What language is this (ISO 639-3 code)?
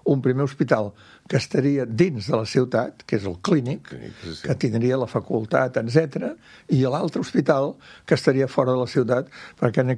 cat